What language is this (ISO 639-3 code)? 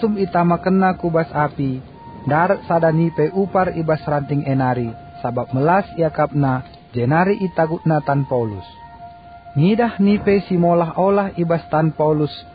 btx